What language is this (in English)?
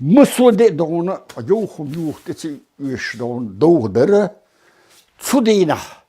Chechen